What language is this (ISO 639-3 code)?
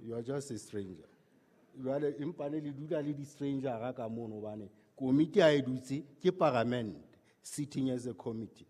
sot